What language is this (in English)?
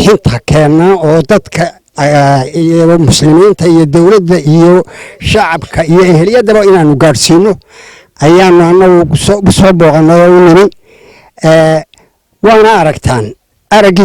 Somali